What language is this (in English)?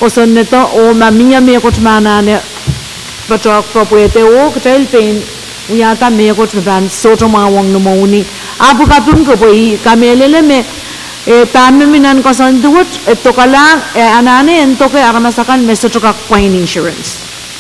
Pohnpeian